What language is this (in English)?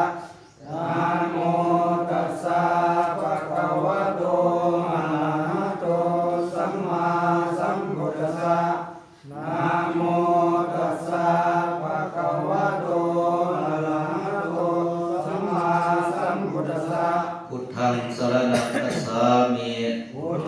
Pali